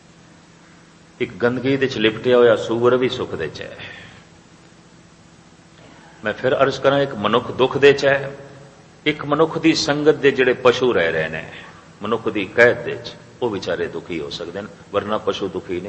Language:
Punjabi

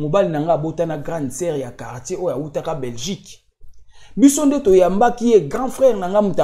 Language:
Lingala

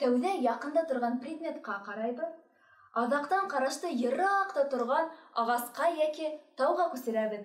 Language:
Bashkir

